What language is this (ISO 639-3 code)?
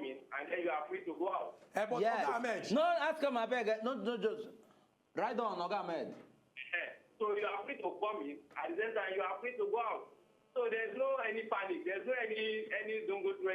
pcm